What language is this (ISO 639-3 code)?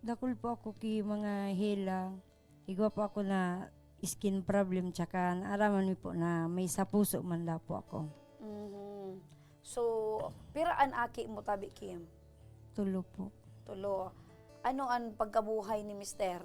bik